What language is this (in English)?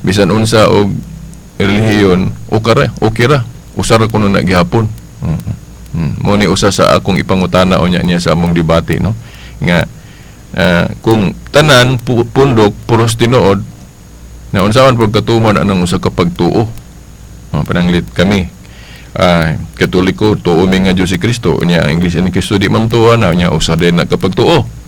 Cebuano